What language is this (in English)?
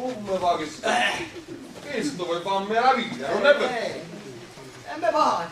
Neapolitan